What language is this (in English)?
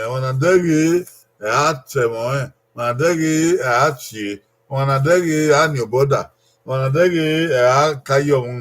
Bini